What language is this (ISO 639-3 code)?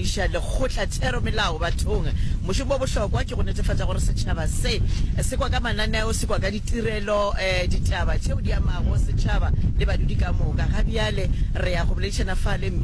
nso